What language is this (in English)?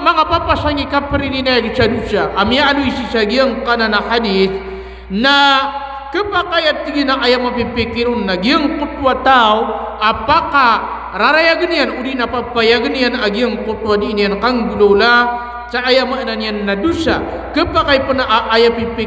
Maranao